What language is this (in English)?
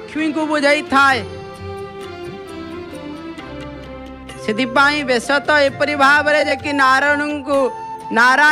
Odia